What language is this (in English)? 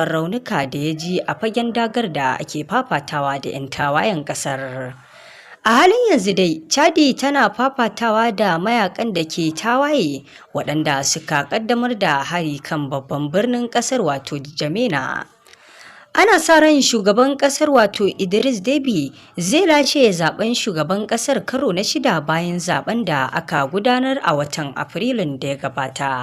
Hausa